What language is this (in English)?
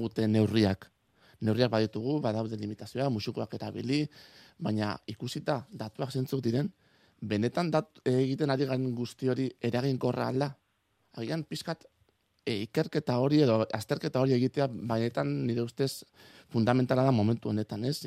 Basque